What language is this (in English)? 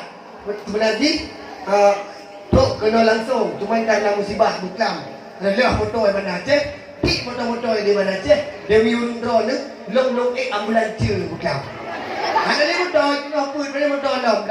Achinese